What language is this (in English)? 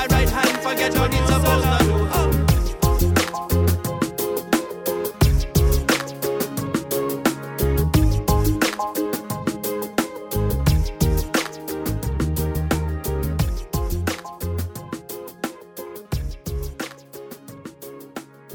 Estonian